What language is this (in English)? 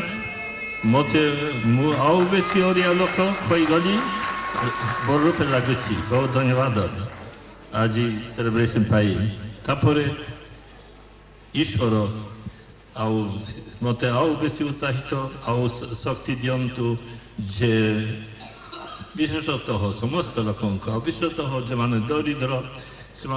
Odia